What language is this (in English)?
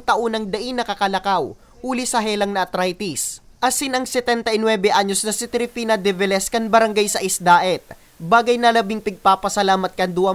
Bikol